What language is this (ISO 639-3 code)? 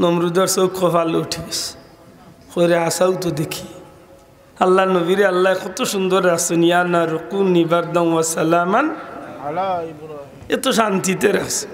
syl